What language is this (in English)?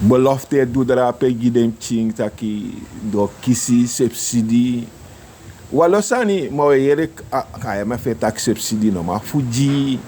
Sranan Tongo